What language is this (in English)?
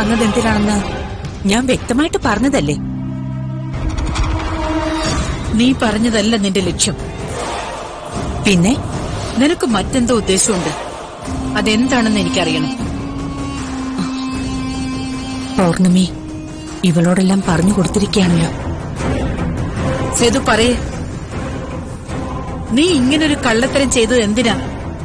Malayalam